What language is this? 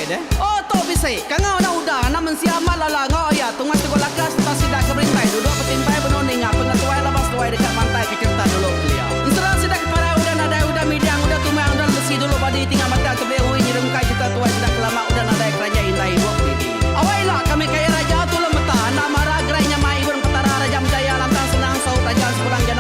Iban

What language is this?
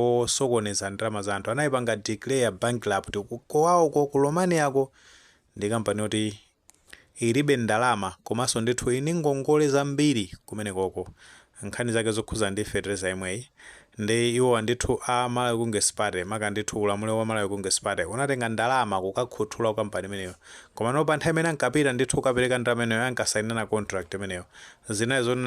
Nyanja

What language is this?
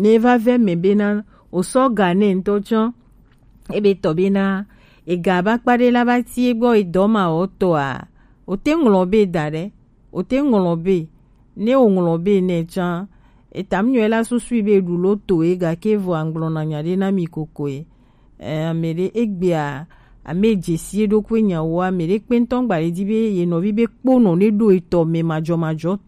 Gen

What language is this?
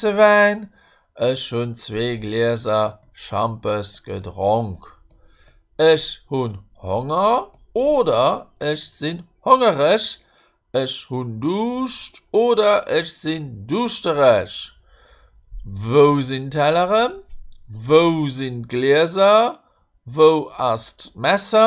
Luxembourgish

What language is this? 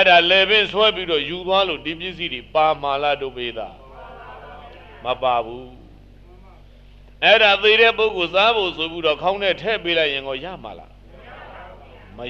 Burmese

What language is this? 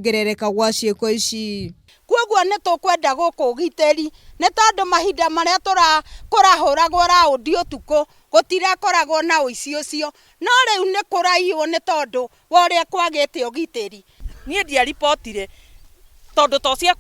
Kikuyu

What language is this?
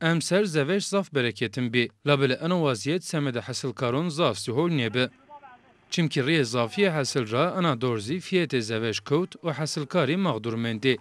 Zaza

